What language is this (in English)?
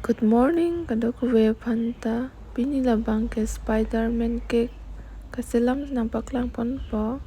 Karbi